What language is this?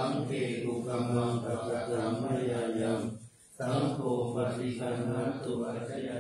Pali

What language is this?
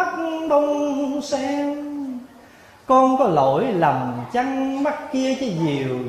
Vietnamese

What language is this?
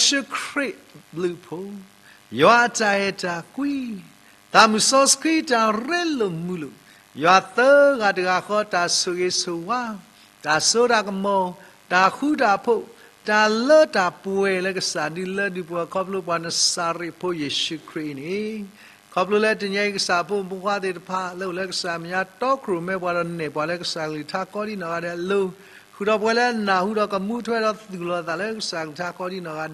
S'gaw Karen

